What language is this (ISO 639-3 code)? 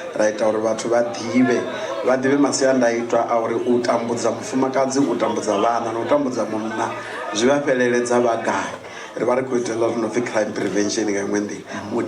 ven